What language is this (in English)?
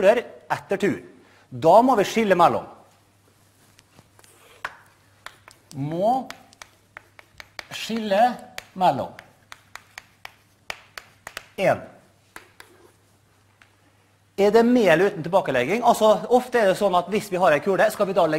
Norwegian